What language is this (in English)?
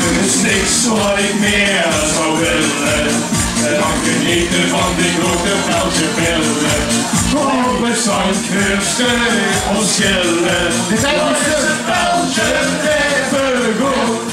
Limburgish